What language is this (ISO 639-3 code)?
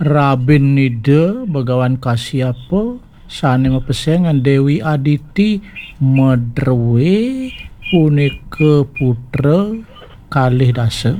ban